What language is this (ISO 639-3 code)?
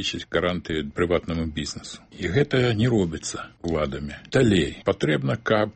bel